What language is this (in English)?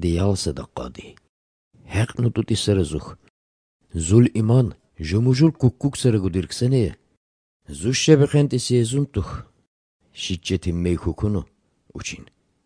Armenian